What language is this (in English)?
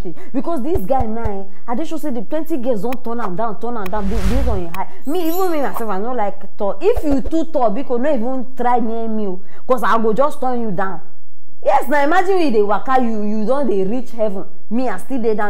Nigerian Pidgin